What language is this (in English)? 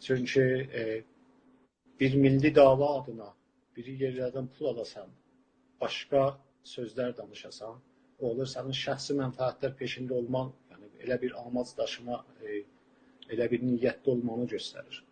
South Azerbaijani